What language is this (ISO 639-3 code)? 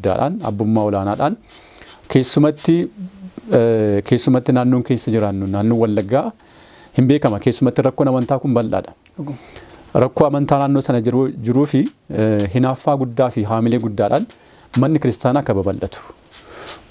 orm